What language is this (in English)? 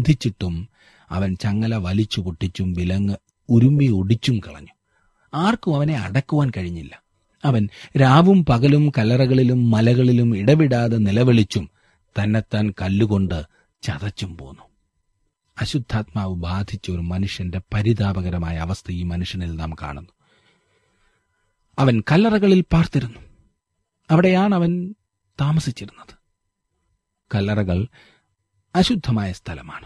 Malayalam